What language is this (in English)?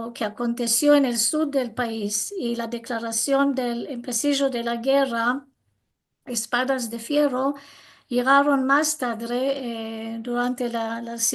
Ladino